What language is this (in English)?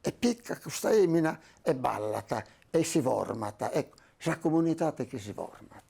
Sardinian